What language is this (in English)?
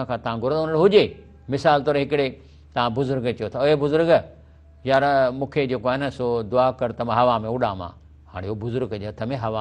Sindhi